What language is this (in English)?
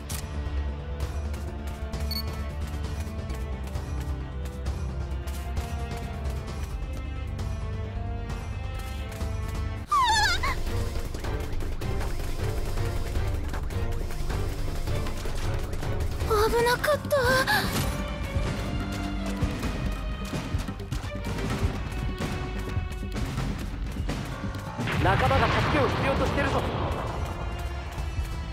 Japanese